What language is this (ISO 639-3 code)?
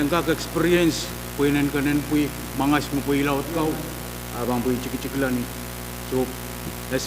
pon